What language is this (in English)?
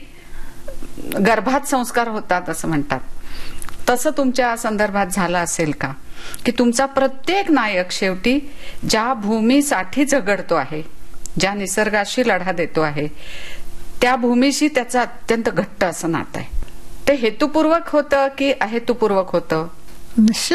Marathi